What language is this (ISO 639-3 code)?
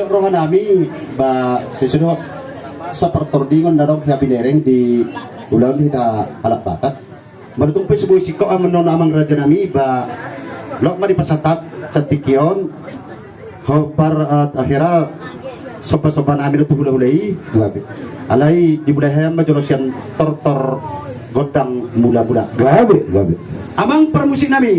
bbc